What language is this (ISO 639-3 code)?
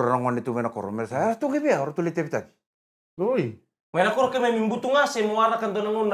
fij